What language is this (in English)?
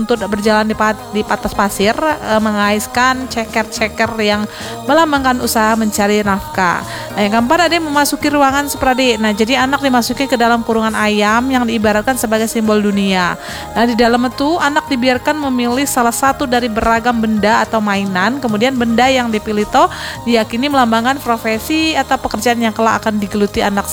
Indonesian